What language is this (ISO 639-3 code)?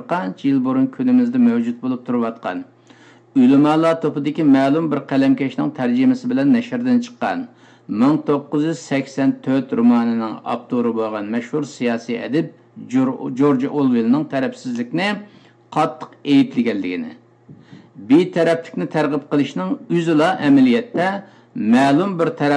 uig